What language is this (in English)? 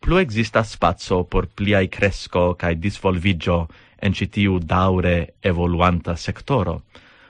Esperanto